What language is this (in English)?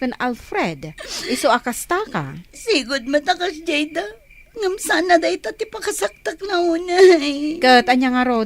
Iloko